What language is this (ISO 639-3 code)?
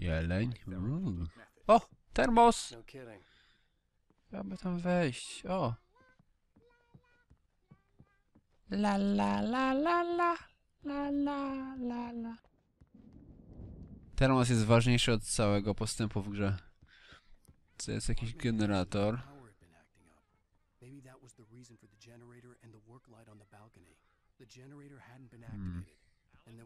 pol